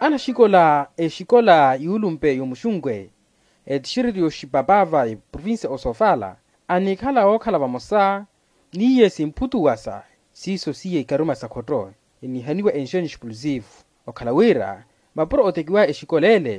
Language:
Makhuwa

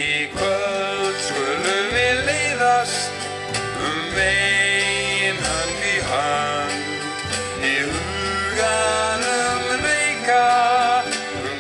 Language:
Icelandic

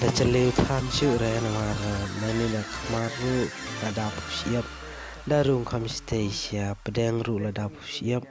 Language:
Khasi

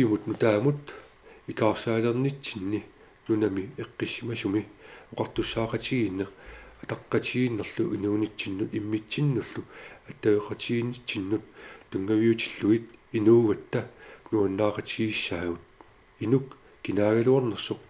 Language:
Kalaallisut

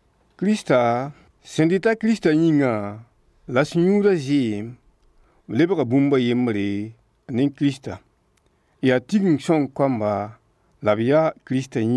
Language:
Mossi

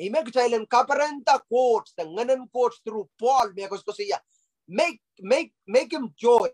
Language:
Pohnpeian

